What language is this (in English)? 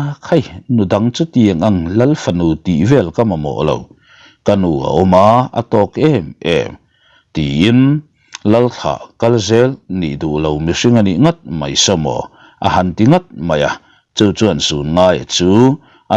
Mizo